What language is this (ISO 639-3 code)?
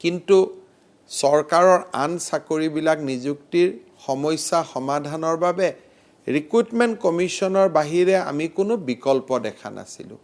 asm